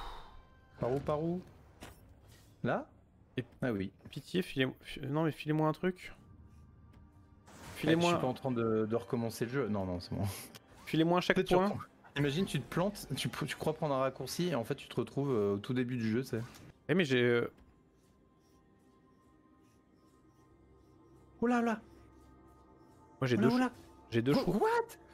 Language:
French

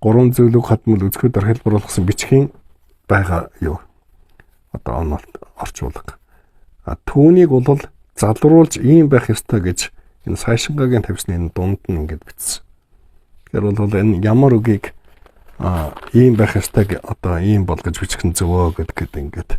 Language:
Mongolian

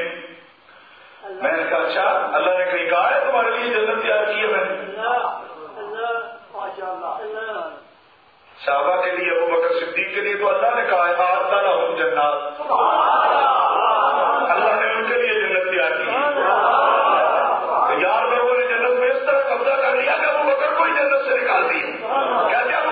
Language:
Urdu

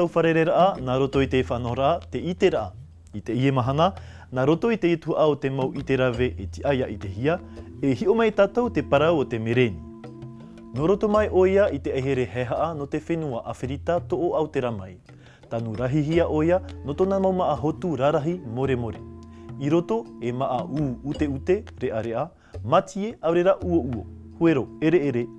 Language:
Tahitian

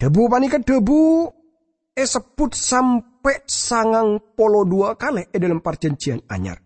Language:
Madurese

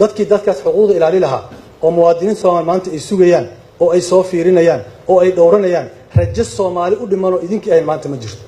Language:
Somali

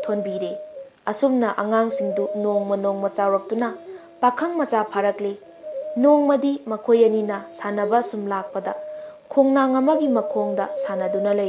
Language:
Manipuri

